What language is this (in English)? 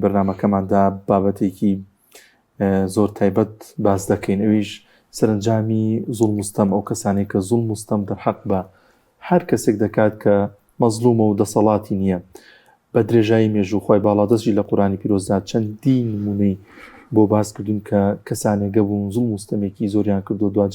Central Kurdish